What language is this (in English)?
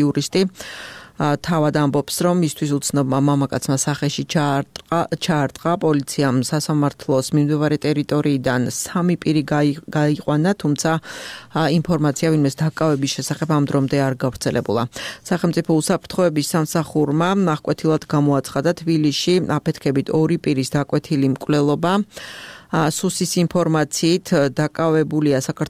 Georgian